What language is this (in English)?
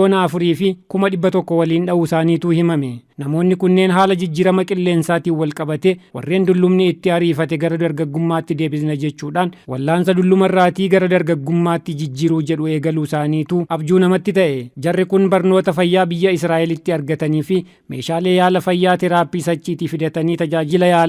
Oromo